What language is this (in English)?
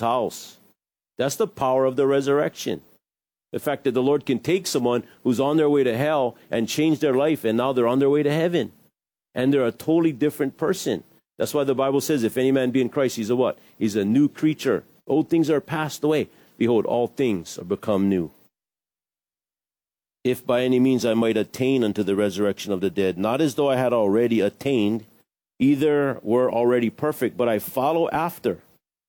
English